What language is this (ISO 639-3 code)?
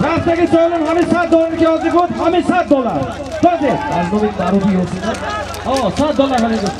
tgk